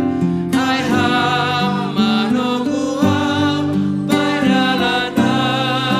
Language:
Batak Simalungun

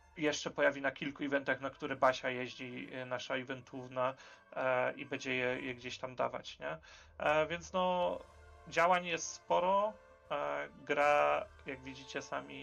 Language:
Polish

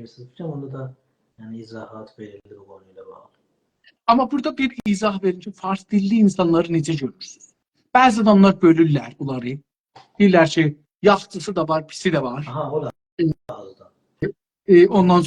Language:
South Azerbaijani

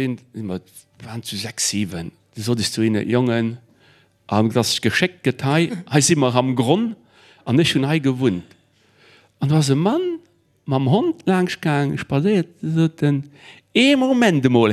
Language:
Luxembourgish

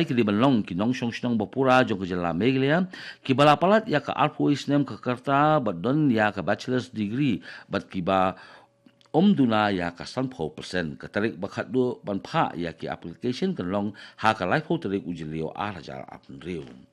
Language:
Khasi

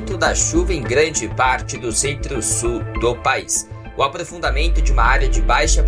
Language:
Portuguese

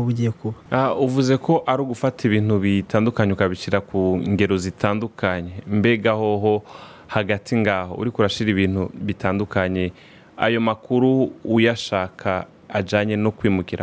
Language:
Rundi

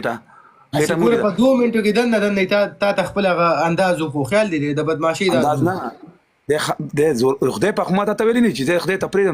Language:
Pashto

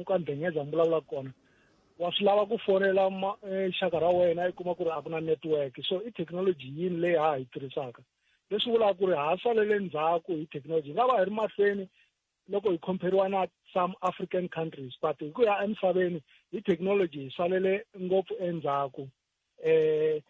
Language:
Tsonga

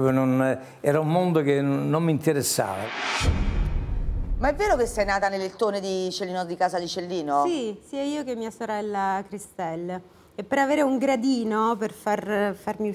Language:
Italian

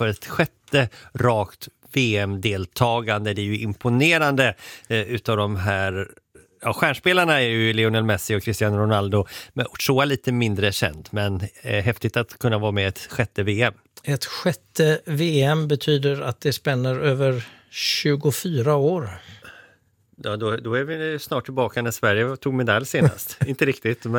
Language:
Swedish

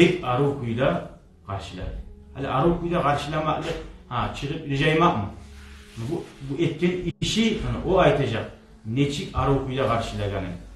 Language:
Kumyk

